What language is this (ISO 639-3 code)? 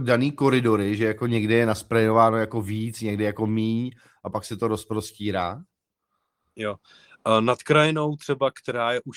ces